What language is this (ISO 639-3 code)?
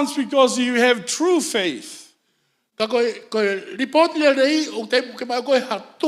ton